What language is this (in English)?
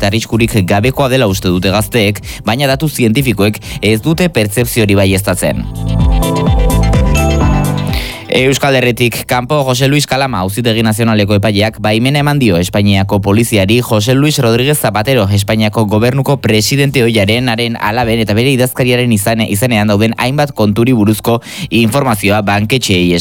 Basque